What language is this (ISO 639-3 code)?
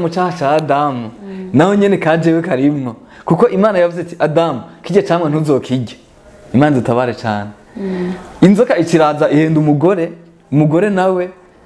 run